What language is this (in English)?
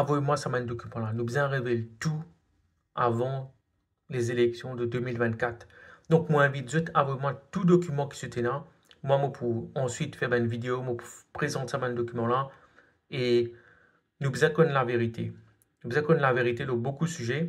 Morisyen